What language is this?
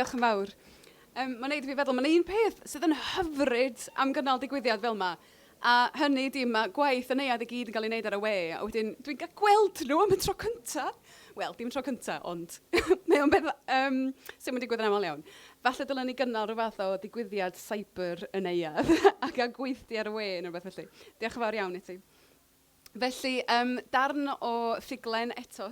Welsh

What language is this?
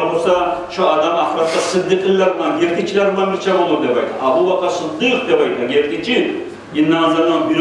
Kumyk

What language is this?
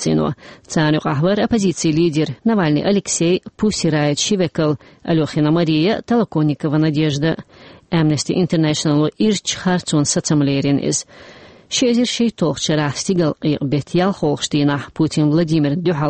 Chechen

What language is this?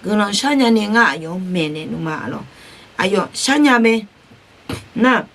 Akha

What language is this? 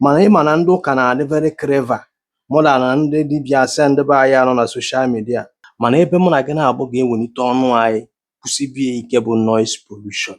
Igbo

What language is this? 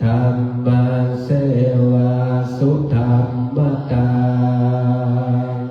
Pali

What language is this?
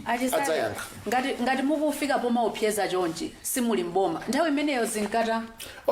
Nyanja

